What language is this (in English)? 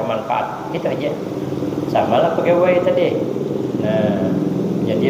Banjar